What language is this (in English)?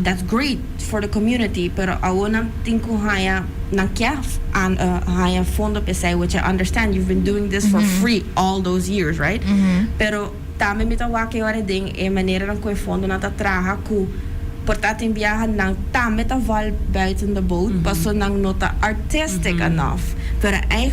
Papiamento